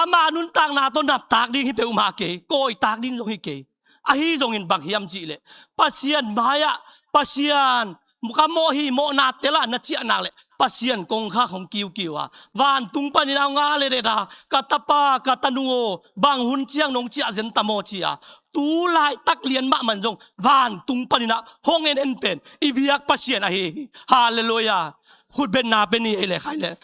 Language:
Tedim Chin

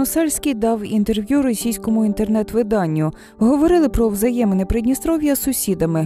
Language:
Ukrainian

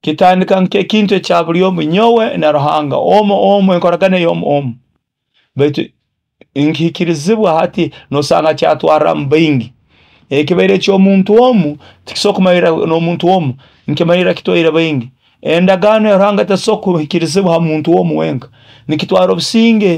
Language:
Nyoro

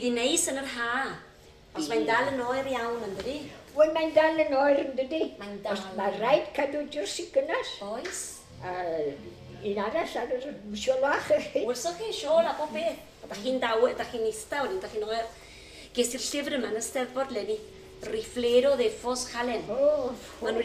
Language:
Welsh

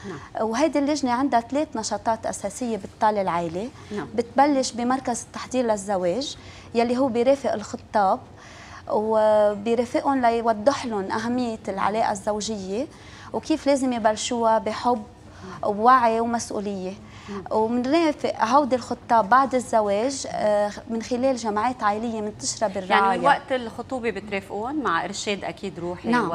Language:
North Levantine Arabic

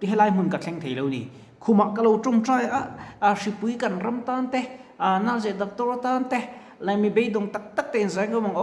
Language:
Mizo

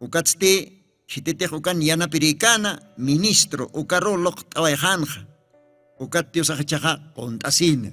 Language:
Aymara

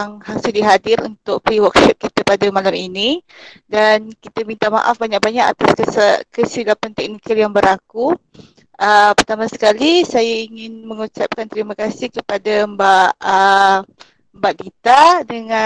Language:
Indonesian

